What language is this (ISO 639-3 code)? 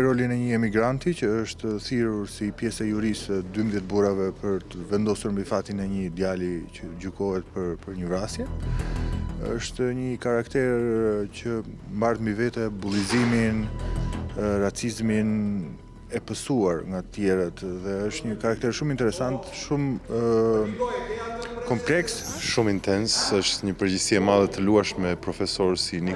sqi